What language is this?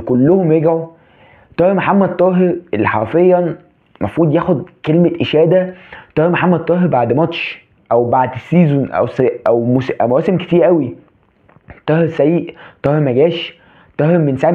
Egyptian Arabic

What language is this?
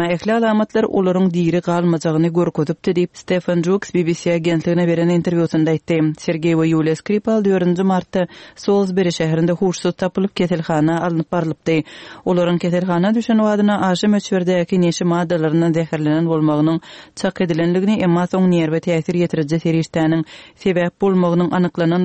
Turkmen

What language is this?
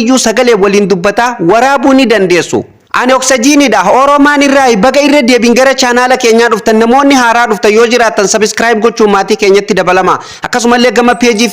Oromo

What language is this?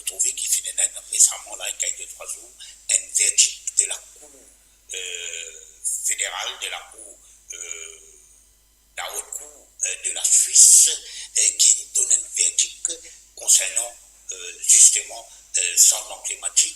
Morisyen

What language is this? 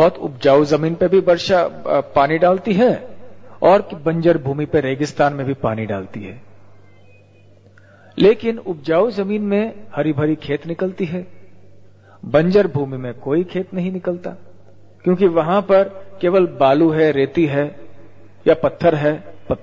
Hindi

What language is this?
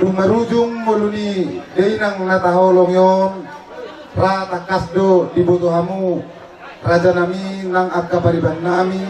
Batak Toba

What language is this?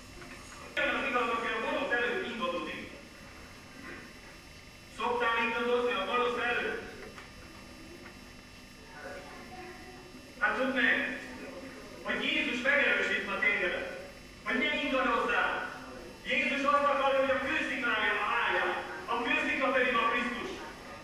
Hungarian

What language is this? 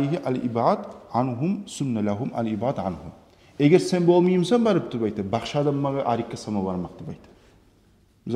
Kumyk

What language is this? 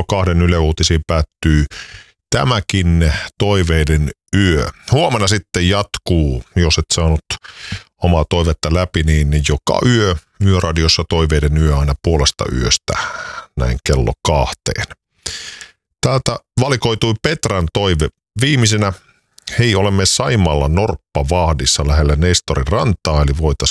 Finnish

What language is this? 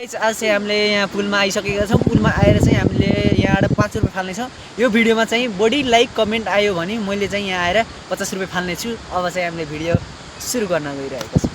Nepali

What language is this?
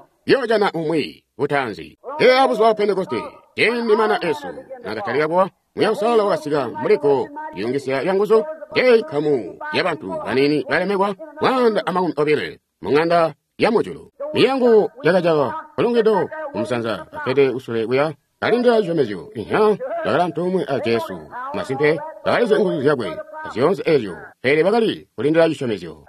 Tonga (Zambia)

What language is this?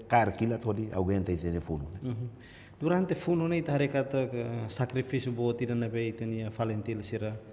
Tetum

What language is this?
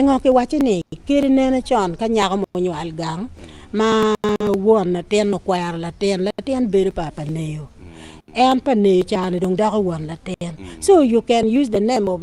Acoli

